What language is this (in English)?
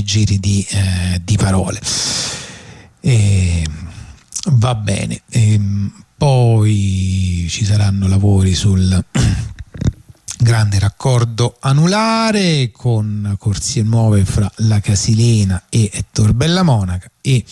Italian